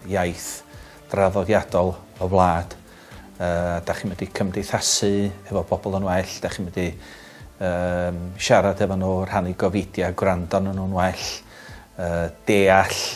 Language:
Welsh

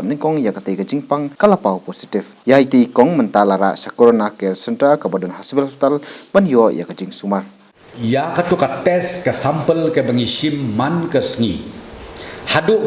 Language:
Khasi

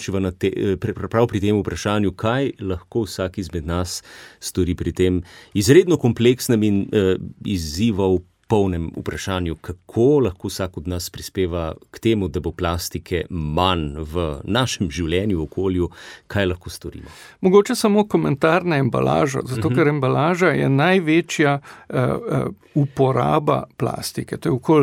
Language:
Slovenian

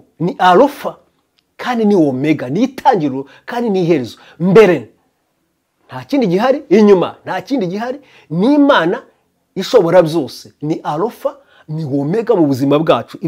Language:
Kinyarwanda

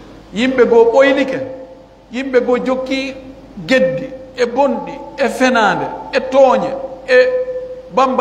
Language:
Pular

